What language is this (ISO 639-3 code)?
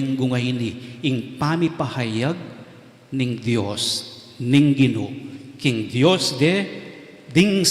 pam